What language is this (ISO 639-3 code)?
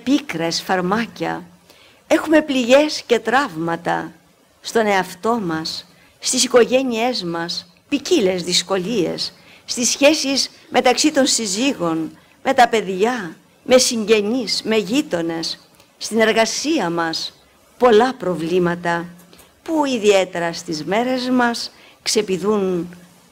ell